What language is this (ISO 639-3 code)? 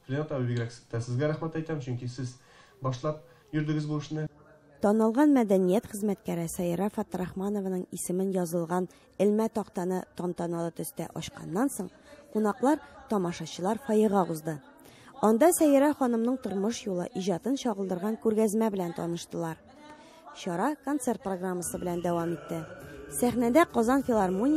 tat